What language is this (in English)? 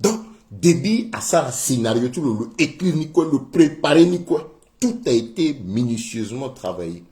Sango